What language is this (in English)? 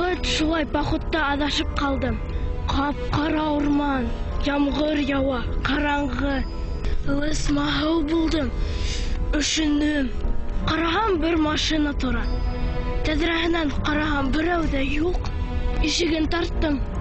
Bashkir